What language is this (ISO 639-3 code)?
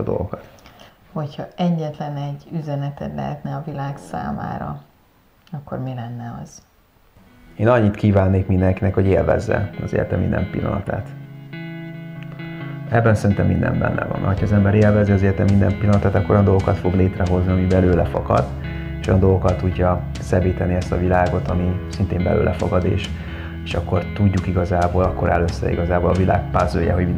hun